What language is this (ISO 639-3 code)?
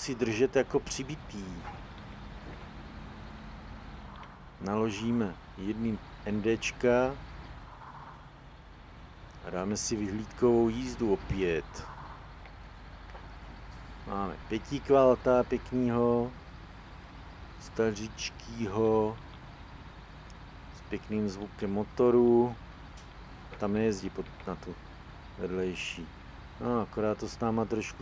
ces